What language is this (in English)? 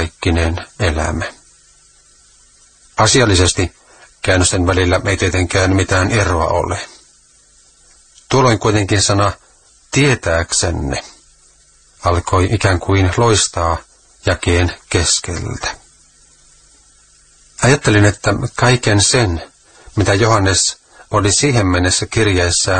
Finnish